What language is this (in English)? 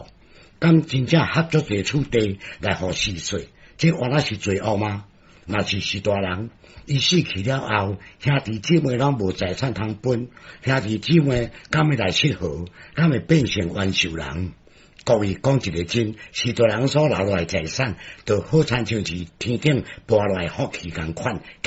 Min Nan Chinese